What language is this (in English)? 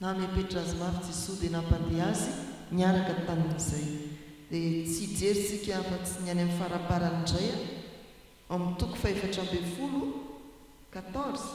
Malagasy